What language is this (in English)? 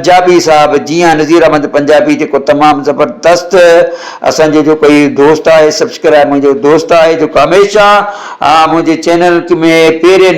Sindhi